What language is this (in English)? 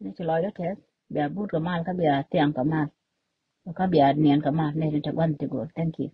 Nuer